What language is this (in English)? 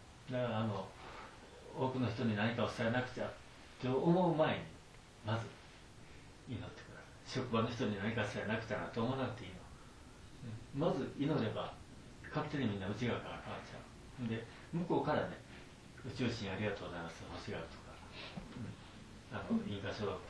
Japanese